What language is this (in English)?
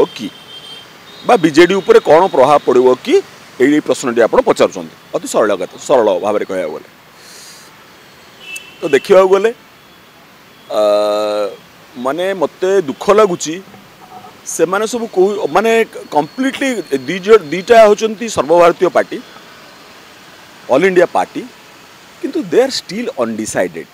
Odia